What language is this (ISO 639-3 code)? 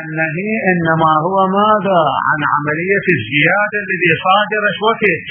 acm